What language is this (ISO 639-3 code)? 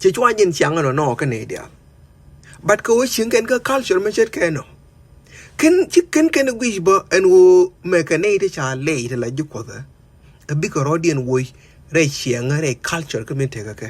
nus